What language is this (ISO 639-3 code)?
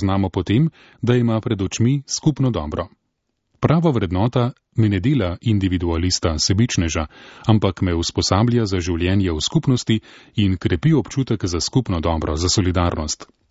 slv